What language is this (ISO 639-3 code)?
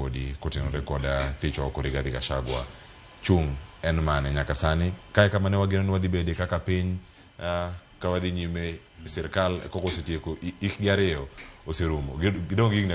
luo